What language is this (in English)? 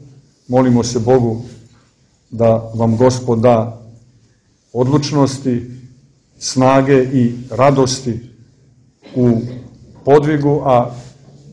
Serbian